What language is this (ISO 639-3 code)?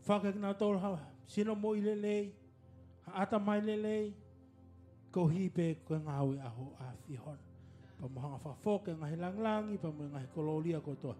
ton